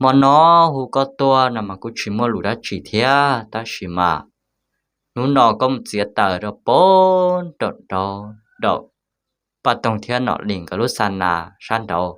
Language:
Hmong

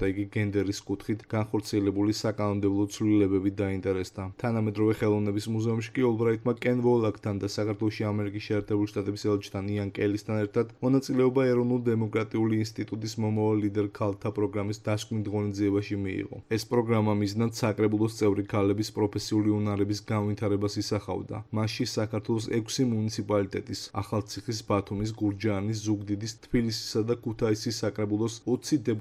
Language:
Georgian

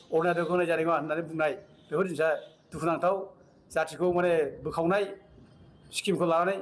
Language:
Bodo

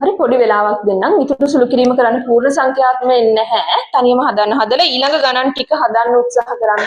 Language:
Sinhala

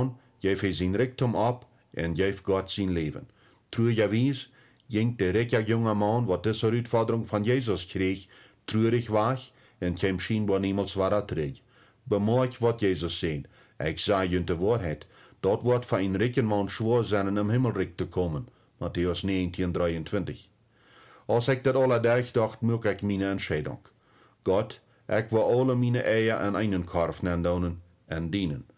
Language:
Plautdietsch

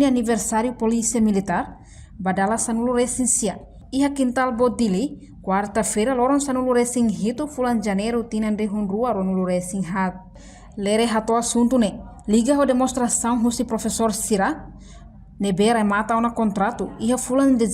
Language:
Tetum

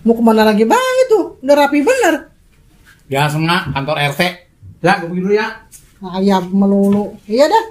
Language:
Betawi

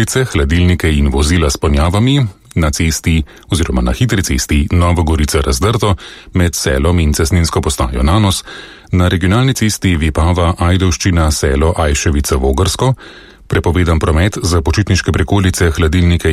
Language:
Slovenian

